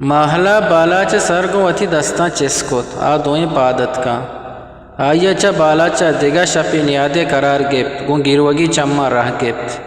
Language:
Eastern Balochi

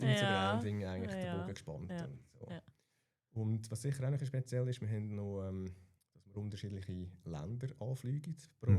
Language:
Swiss German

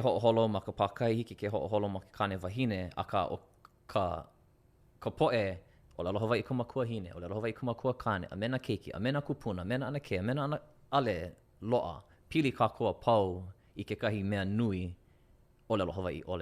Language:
Hawaiian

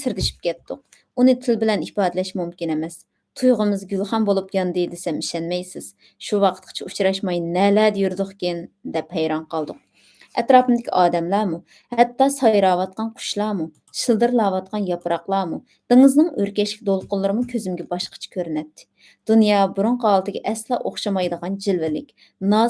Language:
Uyghur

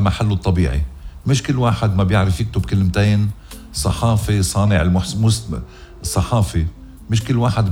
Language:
North Levantine Arabic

